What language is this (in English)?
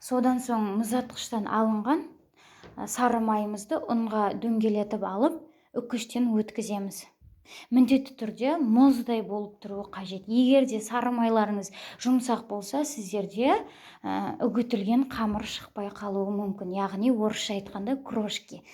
Kazakh